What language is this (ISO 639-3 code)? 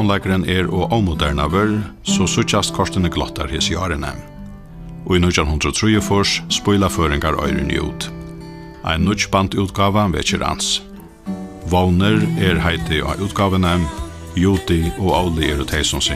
fao